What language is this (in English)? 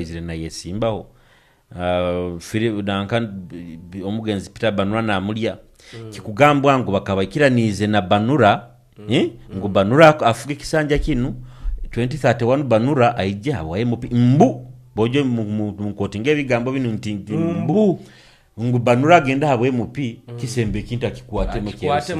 Nyoro